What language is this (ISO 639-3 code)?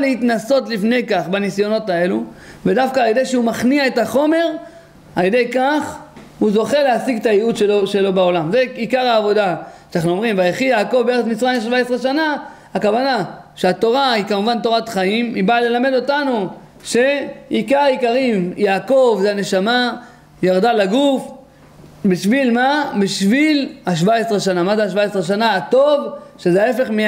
heb